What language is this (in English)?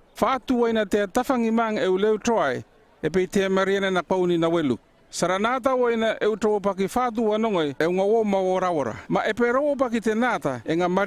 North Efate